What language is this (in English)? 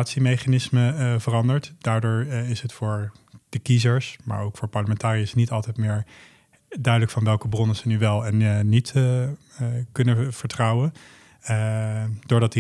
Dutch